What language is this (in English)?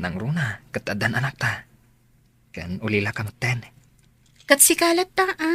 Iloko